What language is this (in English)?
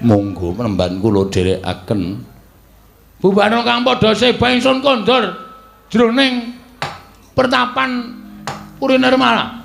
Javanese